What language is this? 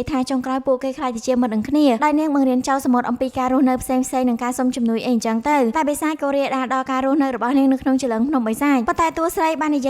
Khmer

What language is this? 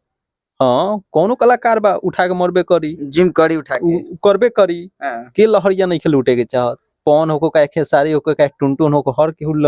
Bhojpuri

